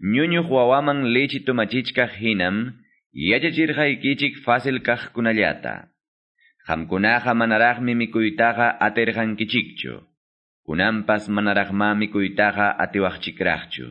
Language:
Quechua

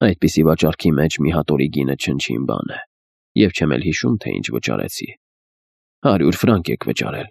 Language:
Armenian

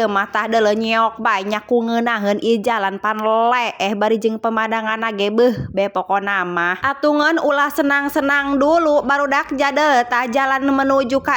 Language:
Sundanese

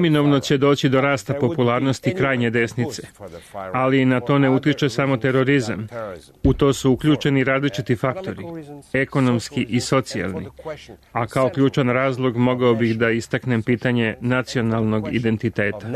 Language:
Serbian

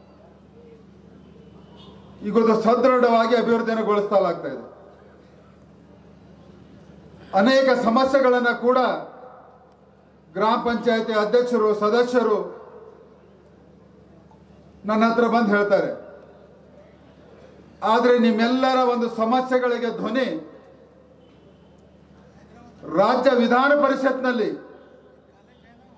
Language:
Kannada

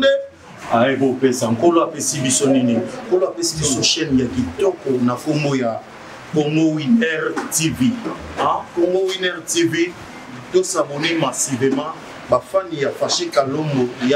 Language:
Lingala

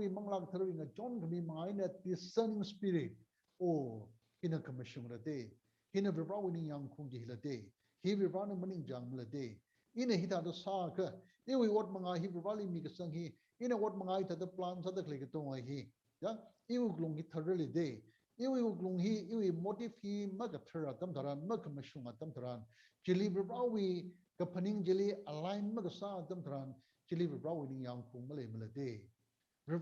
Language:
Tangkhul Naga (India)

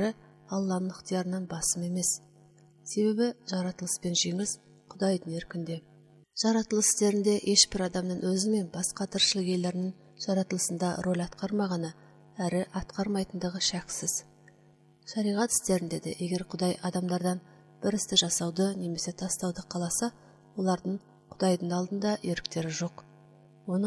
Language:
Kazakh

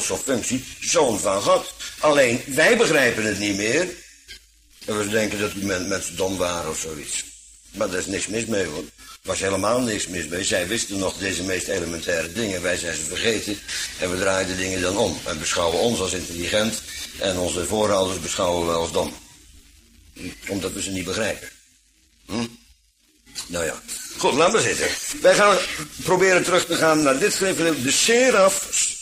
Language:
Dutch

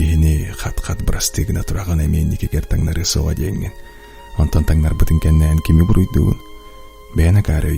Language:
Yakut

